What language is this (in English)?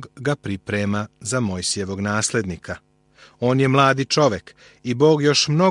Serbian